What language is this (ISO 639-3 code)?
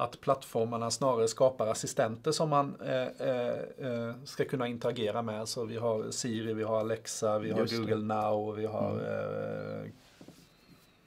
swe